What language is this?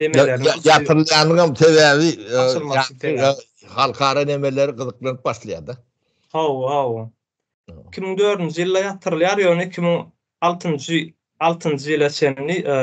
Turkmen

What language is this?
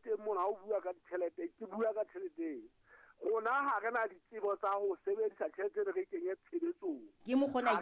Southern Sotho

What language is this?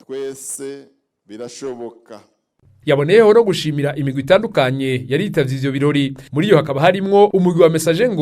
Rundi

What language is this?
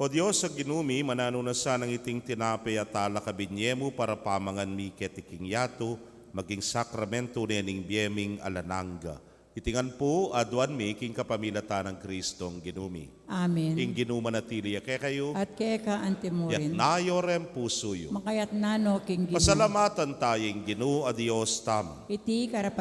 Pampanga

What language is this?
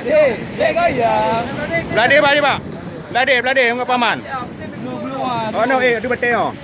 Achinese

